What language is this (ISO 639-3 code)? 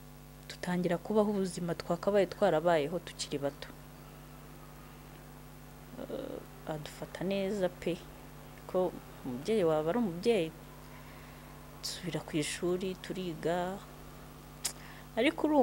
kin